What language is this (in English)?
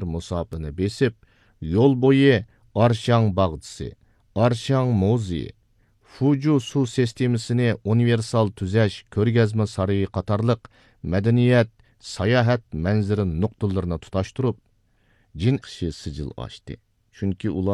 Uyghur